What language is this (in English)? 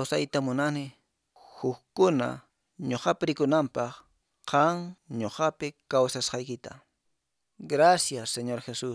Quechua